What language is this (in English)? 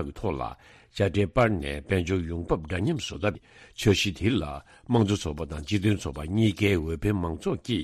Tibetan